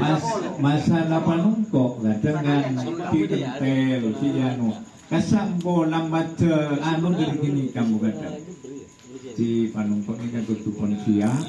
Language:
Madurese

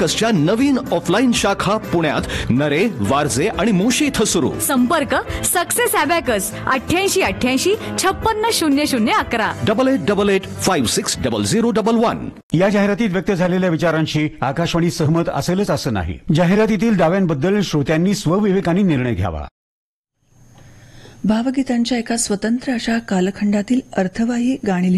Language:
Marathi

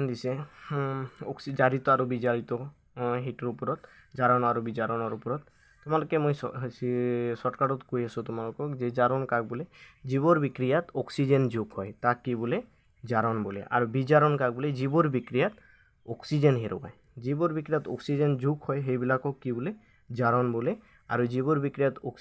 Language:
Assamese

